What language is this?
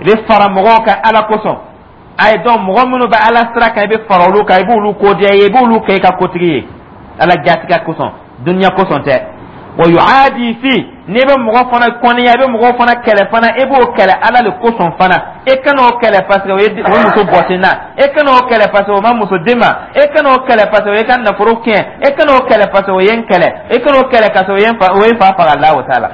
Dyula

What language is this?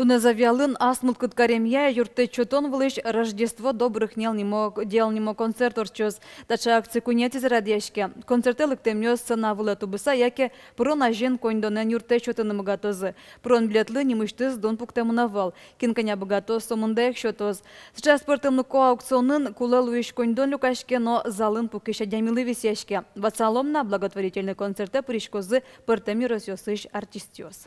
Udmurt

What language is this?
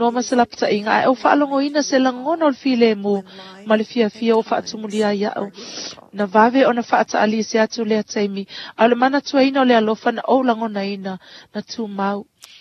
Samoan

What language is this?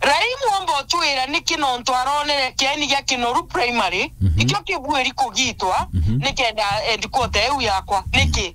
Meru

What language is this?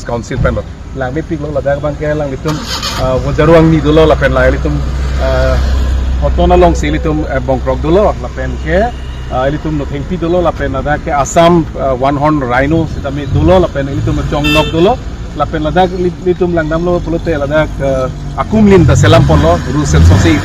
Karbi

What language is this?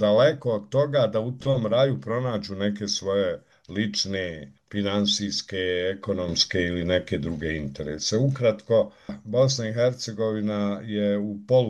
Bosnian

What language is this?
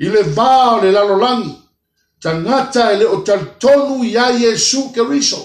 Samoan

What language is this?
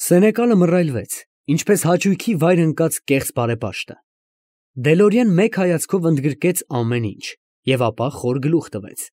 Armenian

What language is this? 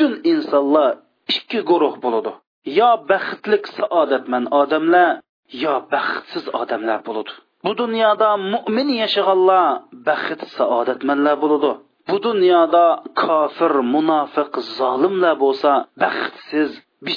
Uyghur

